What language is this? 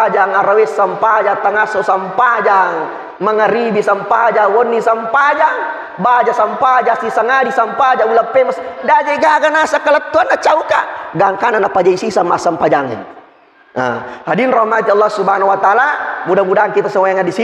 Buginese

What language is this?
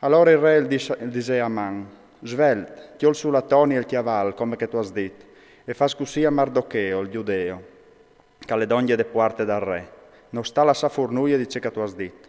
Friulian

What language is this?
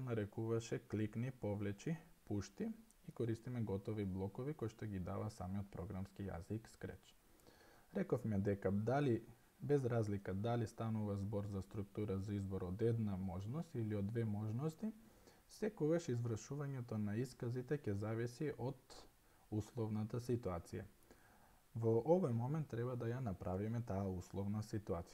Macedonian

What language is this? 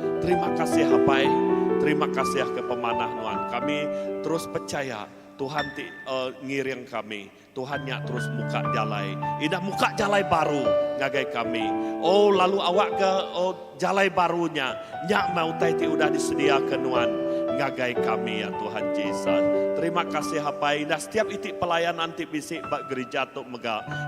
Iban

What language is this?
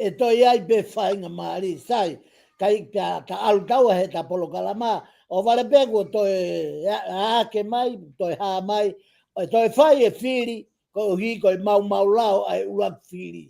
Tongan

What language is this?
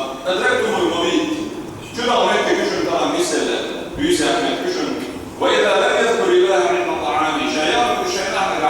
Chechen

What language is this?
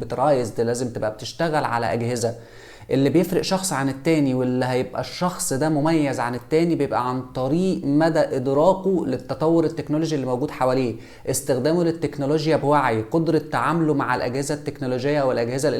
Egyptian Arabic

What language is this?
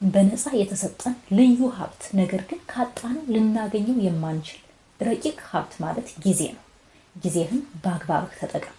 Amharic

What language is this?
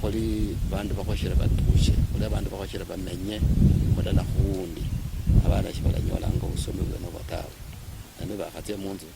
Luyia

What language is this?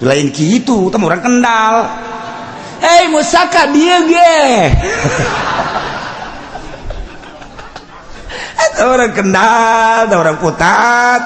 Sundanese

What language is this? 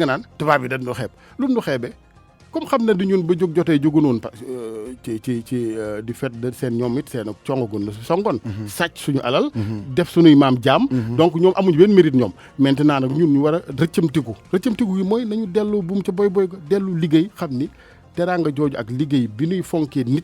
Wolof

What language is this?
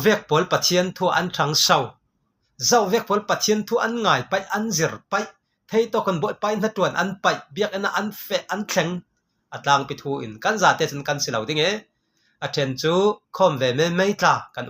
Falam Chin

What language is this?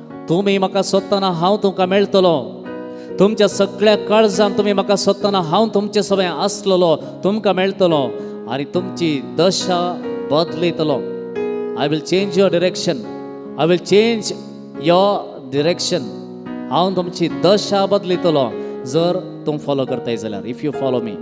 Konkani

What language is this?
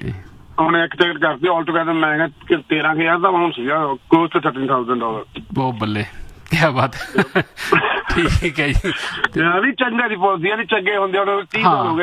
Punjabi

